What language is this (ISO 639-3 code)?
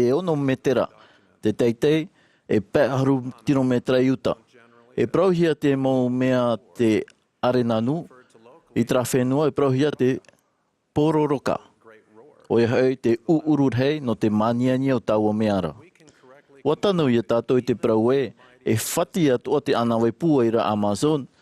tah